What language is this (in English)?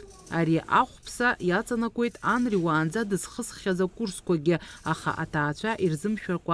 Abkhazian